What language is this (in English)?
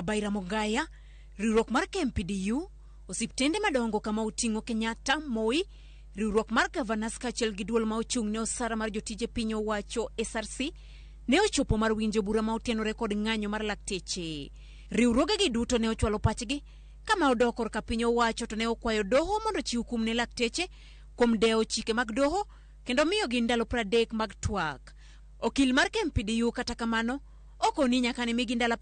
Luo (Kenya and Tanzania)